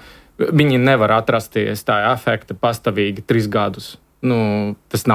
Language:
Latvian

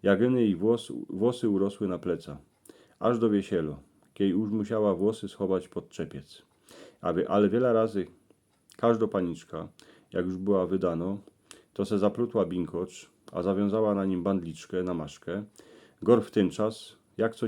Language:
Silesian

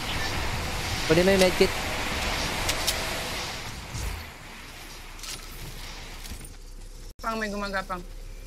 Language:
Filipino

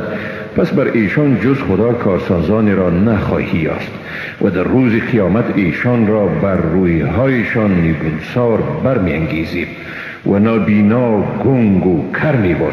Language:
Persian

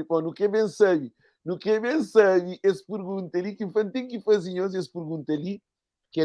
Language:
Kabuverdianu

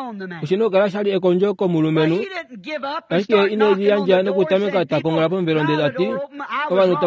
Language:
Kuanyama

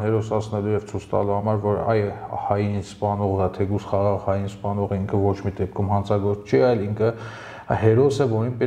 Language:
Armenian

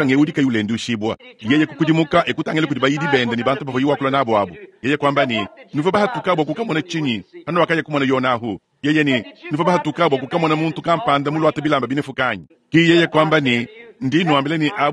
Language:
Luba-Lulua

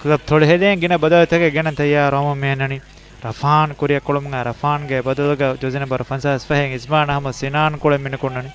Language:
Divehi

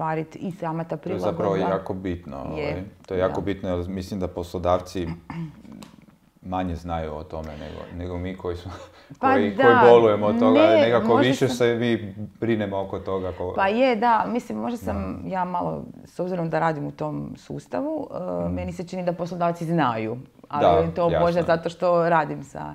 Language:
Croatian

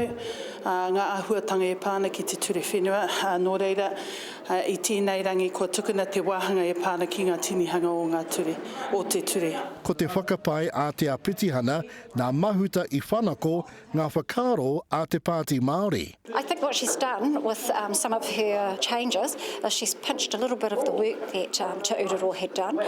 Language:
Māori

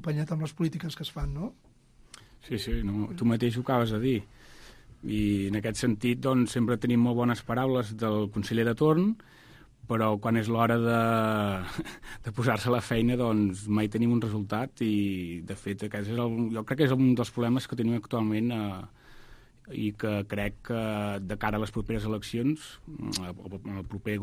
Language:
Catalan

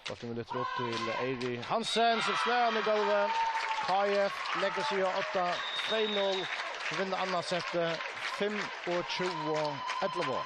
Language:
Faroese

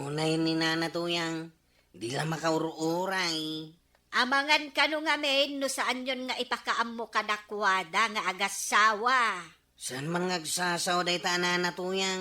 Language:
Iloko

